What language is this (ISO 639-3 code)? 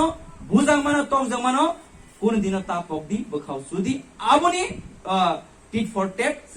trp